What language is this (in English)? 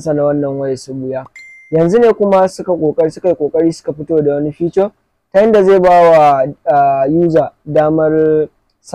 Hausa